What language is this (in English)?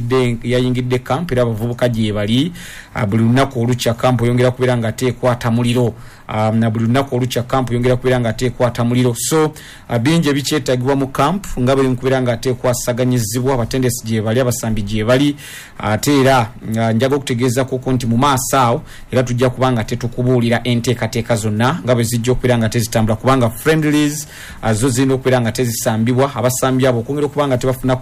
Ganda